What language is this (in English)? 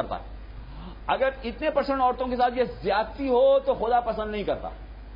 Urdu